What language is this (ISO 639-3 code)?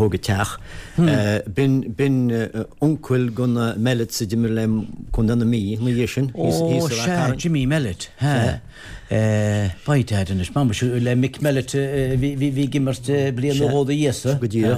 gle